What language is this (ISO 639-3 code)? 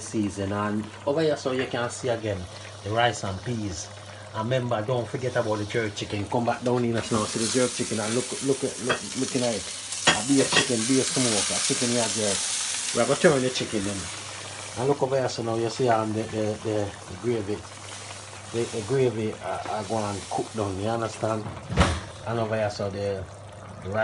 jam